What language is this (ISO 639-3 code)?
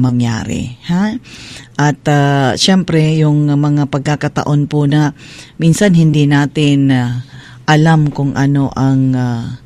ceb